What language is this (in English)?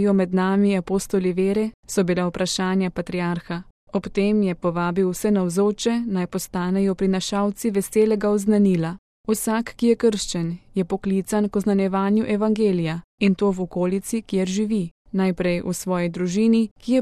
Slovenian